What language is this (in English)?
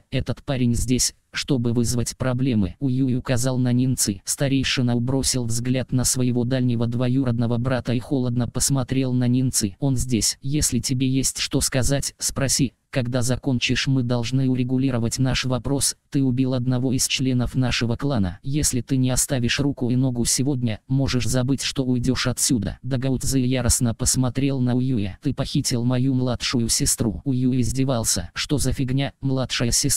Russian